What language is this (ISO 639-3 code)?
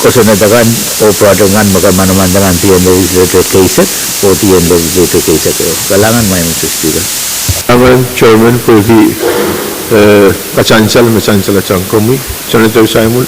pon